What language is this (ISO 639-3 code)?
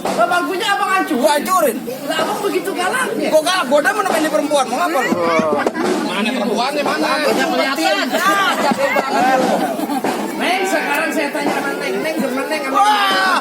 bew